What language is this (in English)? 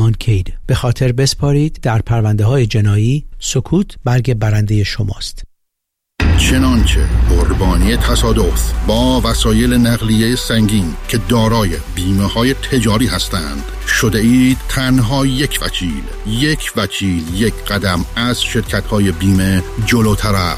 Persian